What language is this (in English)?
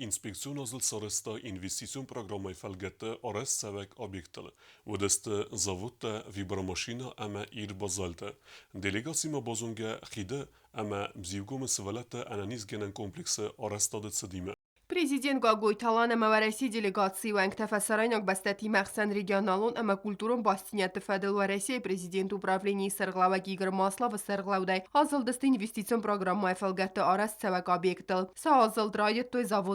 Ossetic